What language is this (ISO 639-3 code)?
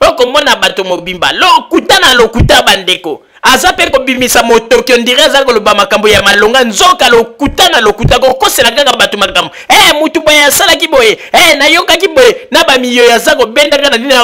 lin